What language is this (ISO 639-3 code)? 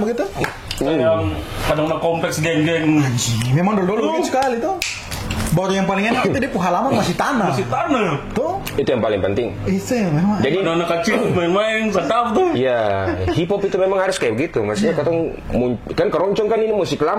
abs